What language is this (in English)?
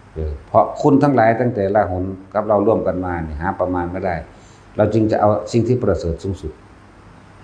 Northeastern Thai